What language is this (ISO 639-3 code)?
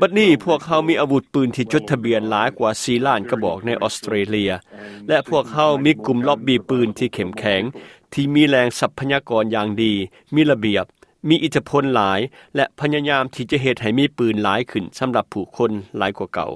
lao